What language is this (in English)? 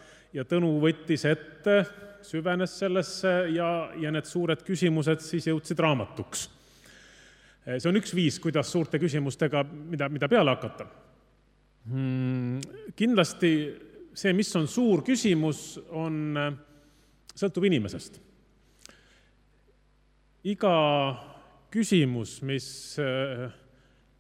Estonian